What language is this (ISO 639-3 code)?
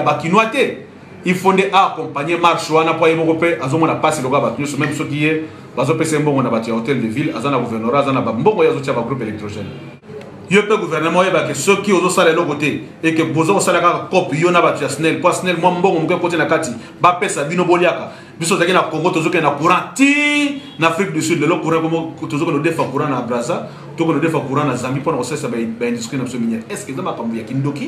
lin